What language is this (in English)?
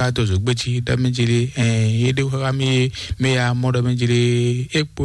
Fon